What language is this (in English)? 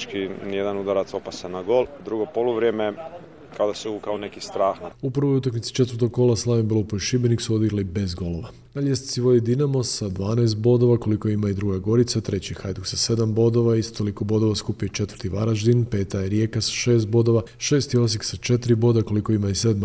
Croatian